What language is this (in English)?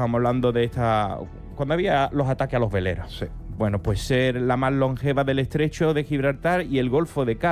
Spanish